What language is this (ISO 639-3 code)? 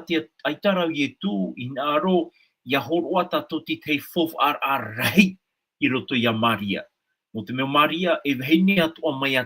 tah